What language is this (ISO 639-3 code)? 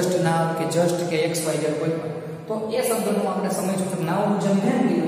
guj